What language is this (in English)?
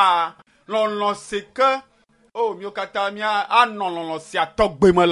Ewe